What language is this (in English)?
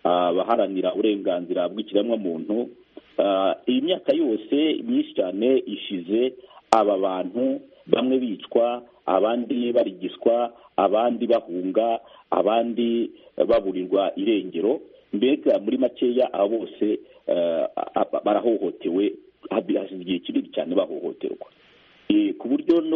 Kinyarwanda